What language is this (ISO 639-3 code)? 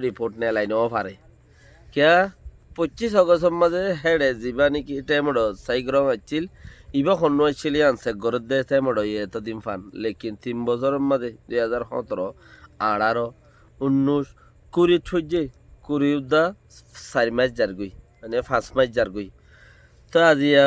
rhg